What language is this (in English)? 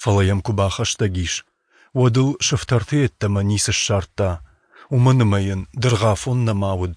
Ossetic